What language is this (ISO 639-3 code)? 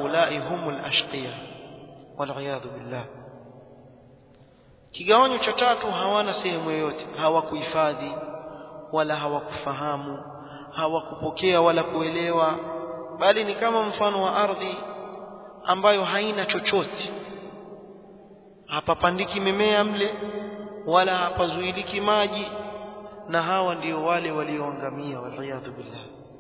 swa